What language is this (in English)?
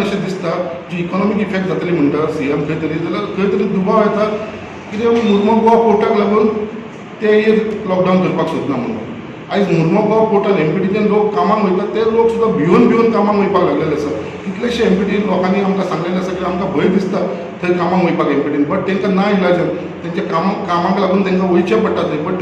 Konkani